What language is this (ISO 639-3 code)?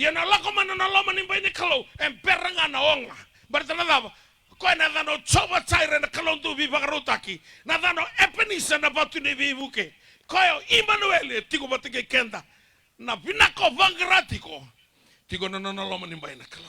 fij